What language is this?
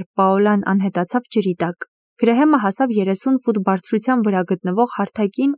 Armenian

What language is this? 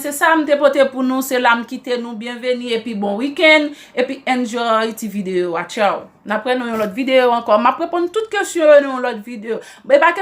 Haitian Creole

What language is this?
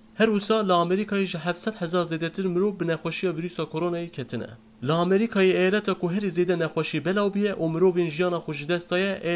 Kurdish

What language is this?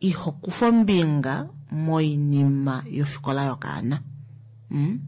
Kuanyama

